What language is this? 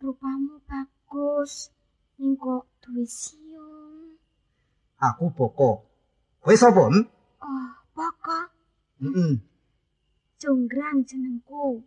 Javanese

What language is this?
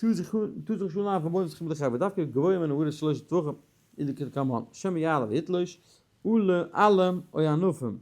Yiddish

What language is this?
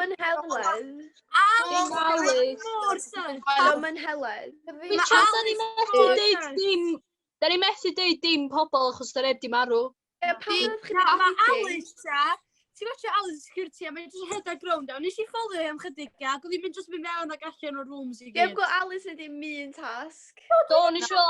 Welsh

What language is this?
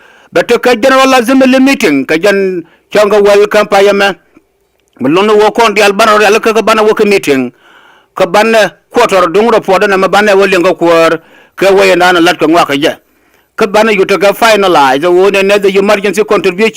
Nuer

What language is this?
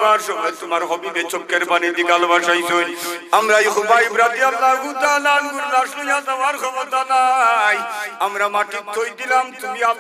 Sylheti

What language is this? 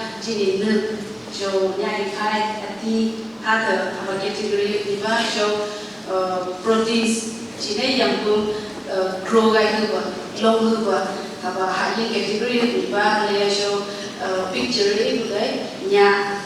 Phom Naga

